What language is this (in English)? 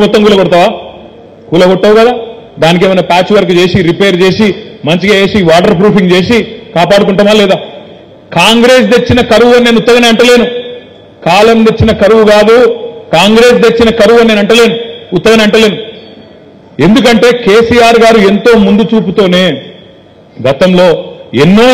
Telugu